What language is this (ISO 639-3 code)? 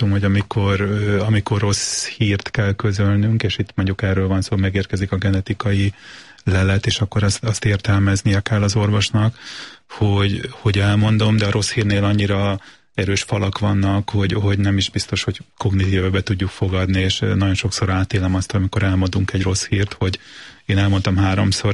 hun